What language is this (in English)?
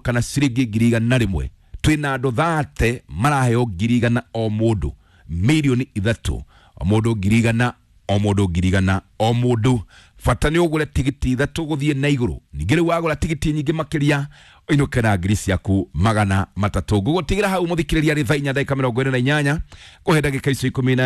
Kikuyu